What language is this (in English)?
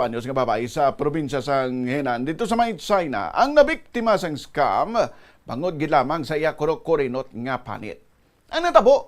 Hiligaynon